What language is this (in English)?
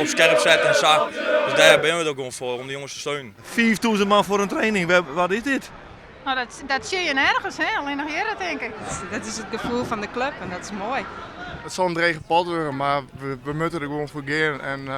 Western Frisian